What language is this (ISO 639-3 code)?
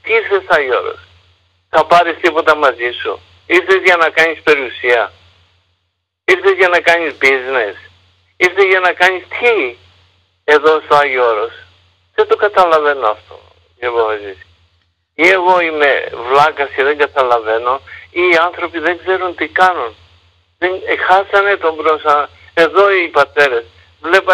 ell